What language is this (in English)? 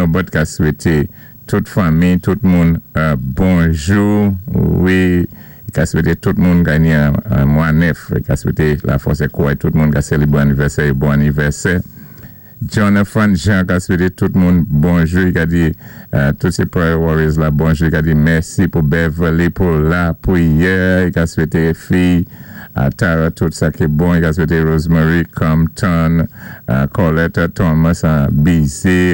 Saint Lucian Creole French